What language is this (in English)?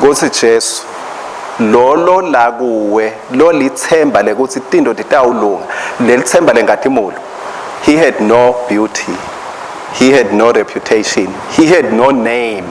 Swati